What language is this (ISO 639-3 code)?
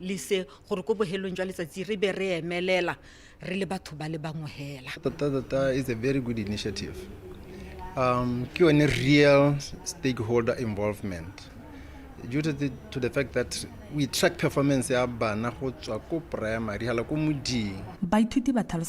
tsn